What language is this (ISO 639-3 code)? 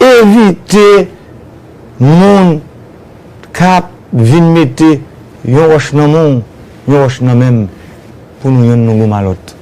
hat